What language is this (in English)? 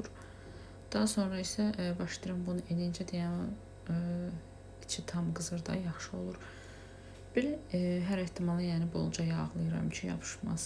Azerbaijani